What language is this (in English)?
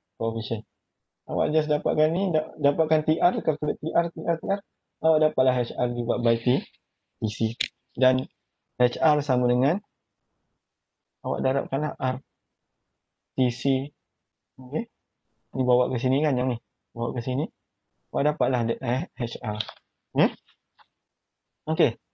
Malay